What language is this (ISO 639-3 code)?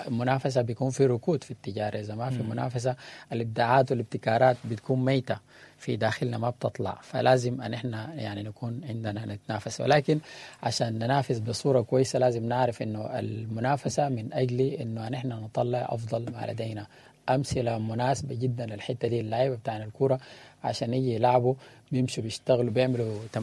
apd